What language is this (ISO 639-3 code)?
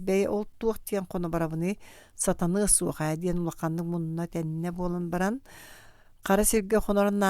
sah